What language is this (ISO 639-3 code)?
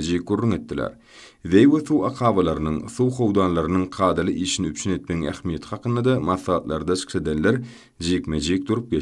tuk